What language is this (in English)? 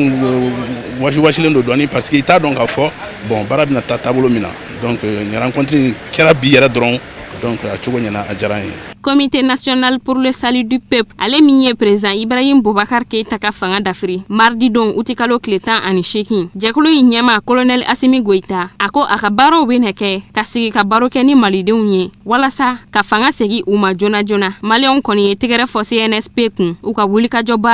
Bambara